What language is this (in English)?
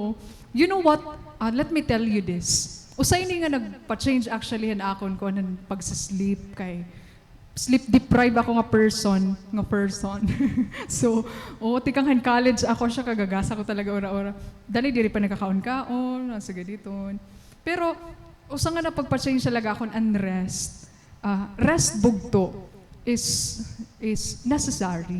Waray